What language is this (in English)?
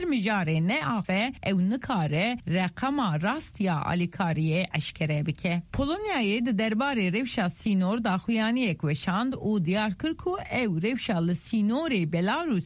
Kurdish